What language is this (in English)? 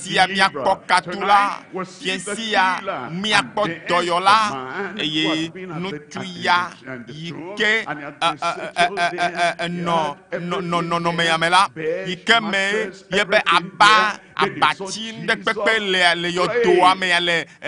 Ewe